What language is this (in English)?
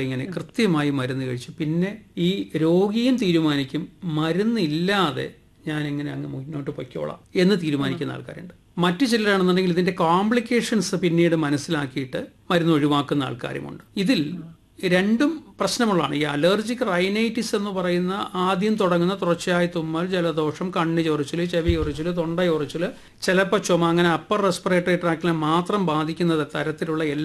Malayalam